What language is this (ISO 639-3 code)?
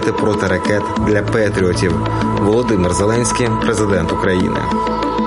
ukr